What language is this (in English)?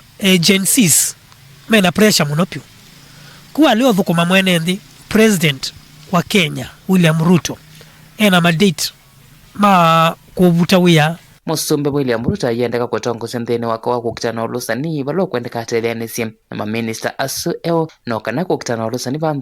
Kamba